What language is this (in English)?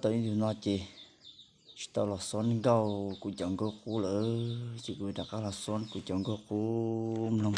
Hmong